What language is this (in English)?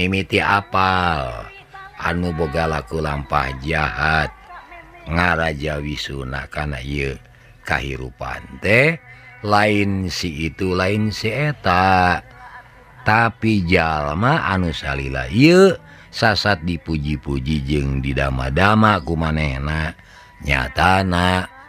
Sundanese